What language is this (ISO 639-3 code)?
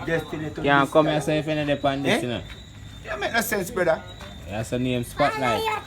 jam